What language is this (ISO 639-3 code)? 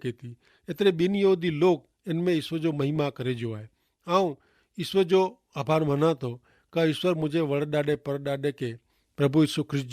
kfr